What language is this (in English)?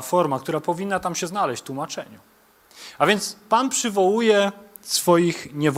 Polish